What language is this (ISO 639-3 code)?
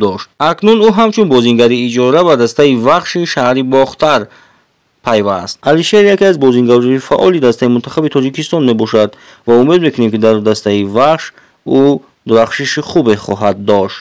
tgk